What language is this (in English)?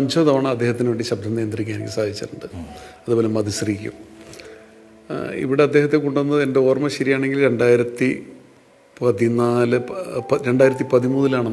Malayalam